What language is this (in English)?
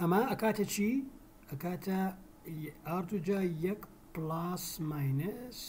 Central Kurdish